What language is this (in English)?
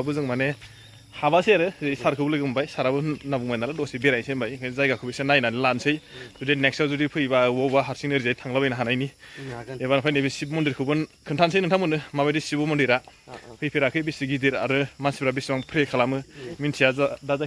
Bodo